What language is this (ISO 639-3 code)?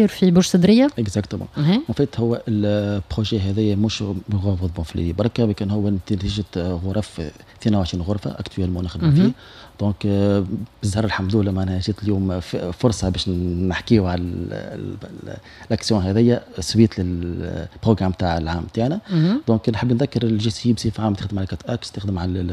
aeb